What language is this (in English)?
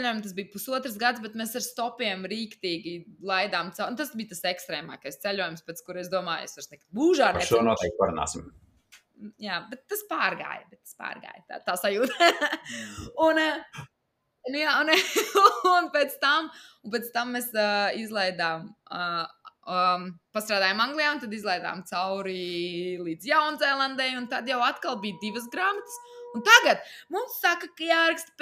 Latvian